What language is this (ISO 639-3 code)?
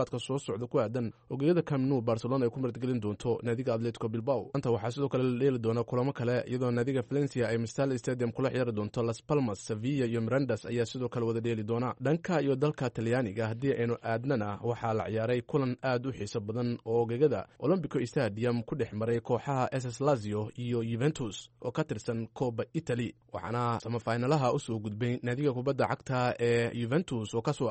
som